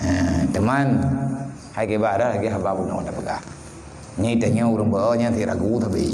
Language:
Achinese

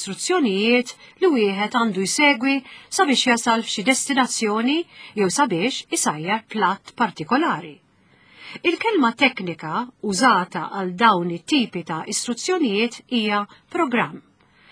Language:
Maltese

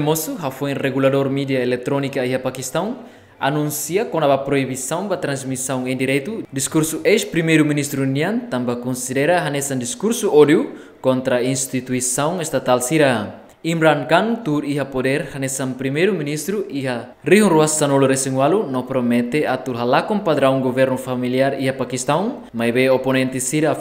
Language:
Tetum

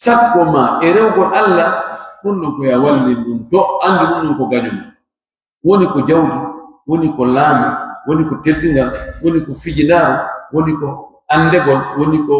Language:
Pular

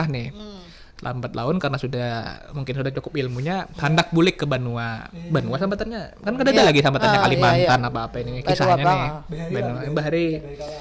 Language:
Banjar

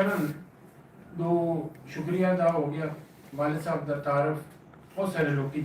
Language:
Western Panjabi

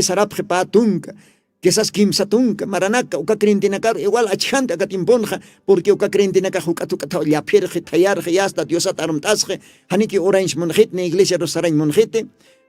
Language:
Aymara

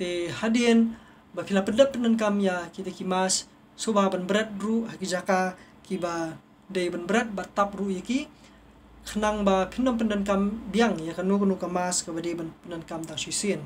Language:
Khasi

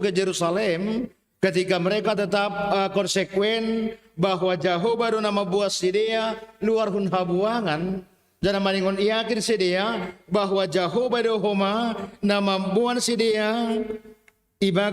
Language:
Batak Simalungun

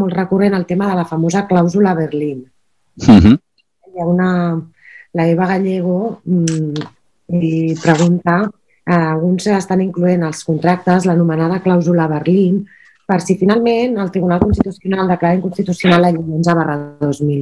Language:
Catalan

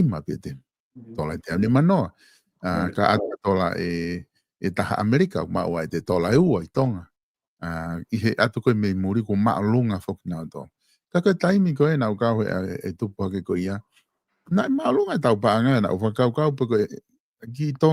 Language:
Tongan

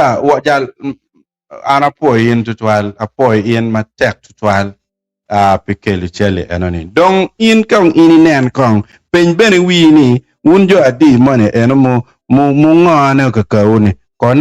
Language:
Acoli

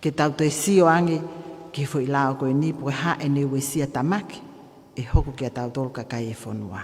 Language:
Tongan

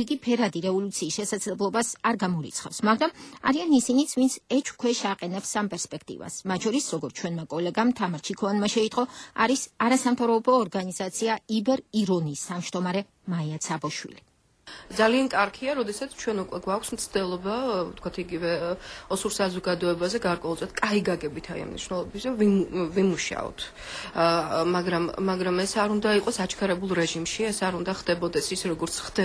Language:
Georgian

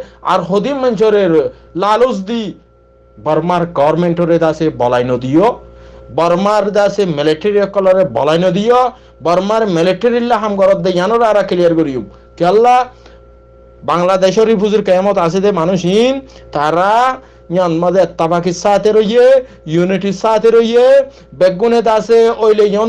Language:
Rohingya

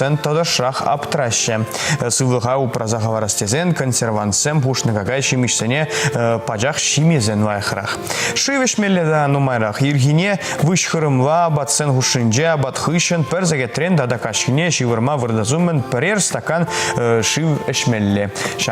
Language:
Chuvash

